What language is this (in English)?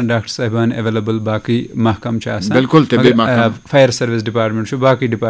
Kashmiri